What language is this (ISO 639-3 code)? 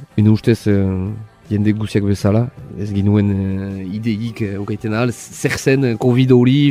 eus